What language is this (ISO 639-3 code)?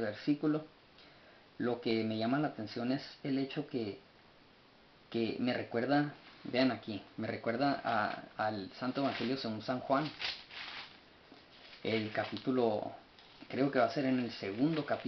spa